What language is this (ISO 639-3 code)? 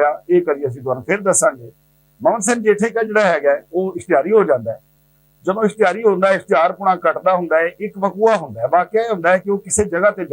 lah